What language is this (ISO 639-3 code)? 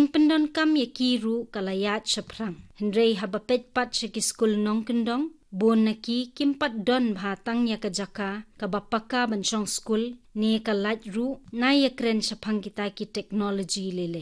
kha